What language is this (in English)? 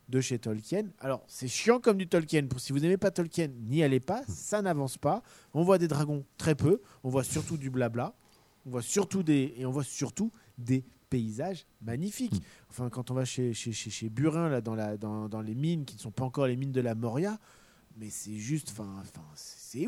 French